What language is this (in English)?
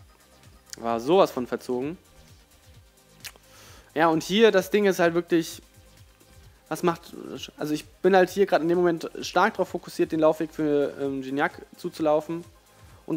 German